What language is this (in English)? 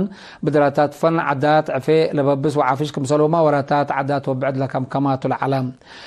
Tigre